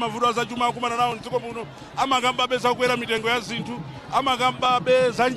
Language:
Nyanja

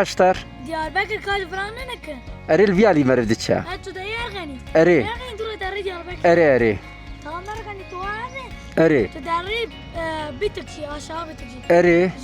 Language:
Kurdish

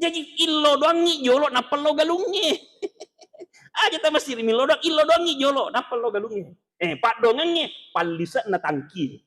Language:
Buginese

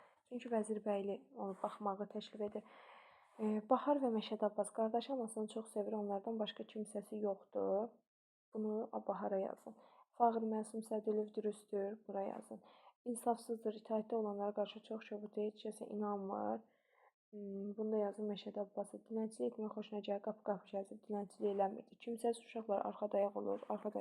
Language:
Azerbaijani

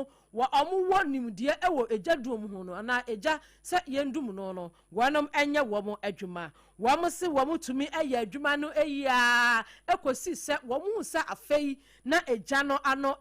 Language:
Akan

